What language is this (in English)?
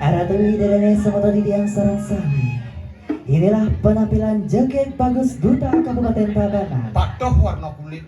Balinese